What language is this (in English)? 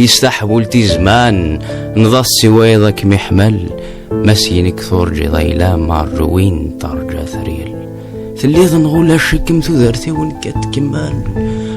Kabyle